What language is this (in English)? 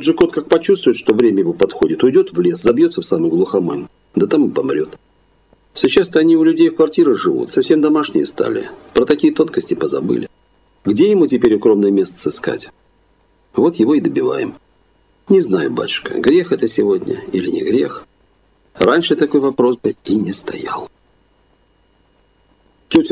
Russian